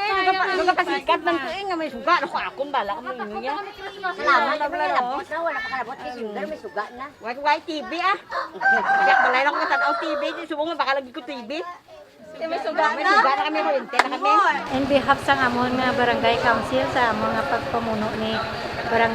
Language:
Hiligaynon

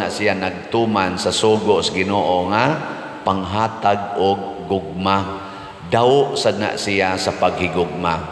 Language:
Cebuano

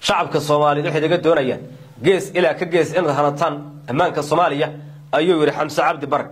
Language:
Somali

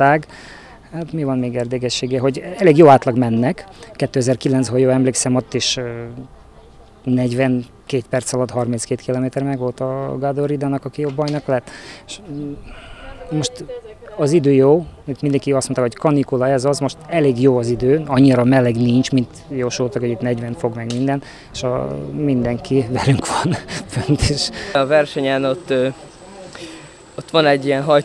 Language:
Hungarian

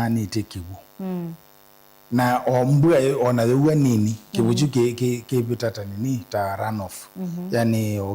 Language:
Kamba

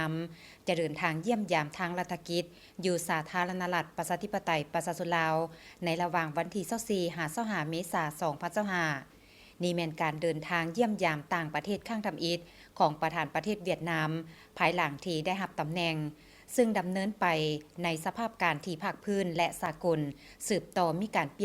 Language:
Lao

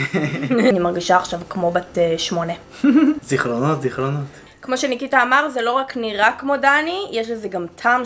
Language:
Hebrew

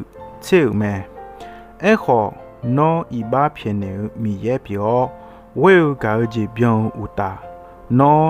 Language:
Akha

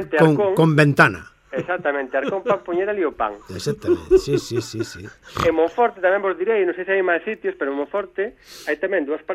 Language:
Galician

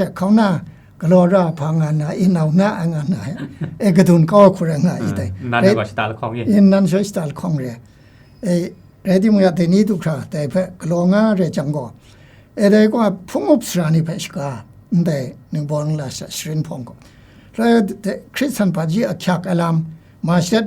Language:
Kachin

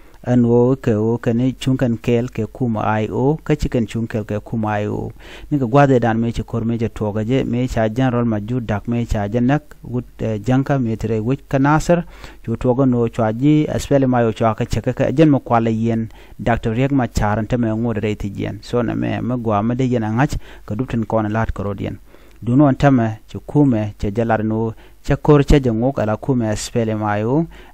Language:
Nuer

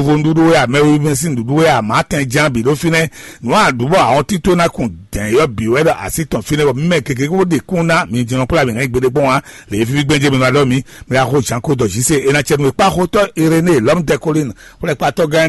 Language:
Fon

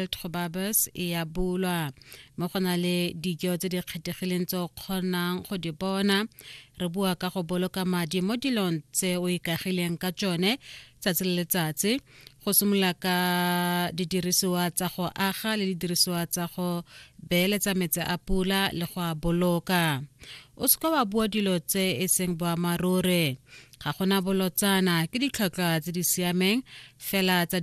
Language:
Tswana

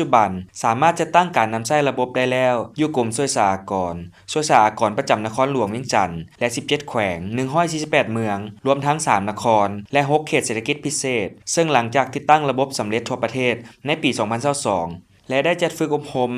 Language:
Lao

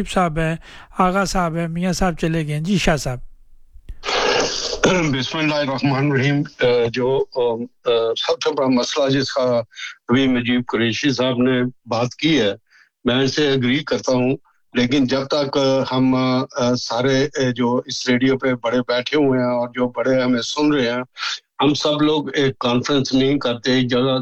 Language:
Urdu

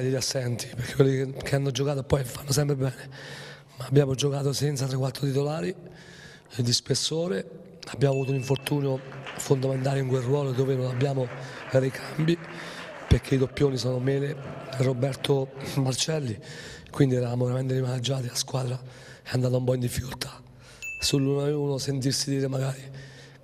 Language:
Italian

